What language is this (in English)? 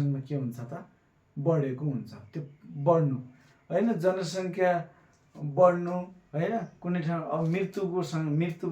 Nepali